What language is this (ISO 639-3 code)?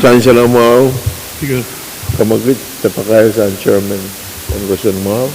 pon